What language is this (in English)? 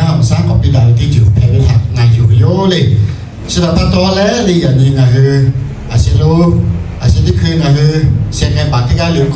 Lahu